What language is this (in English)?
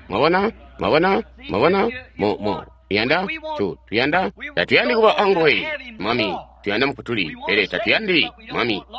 Tonga (Zambia)